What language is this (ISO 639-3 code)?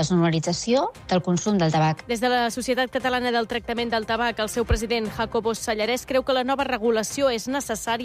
cat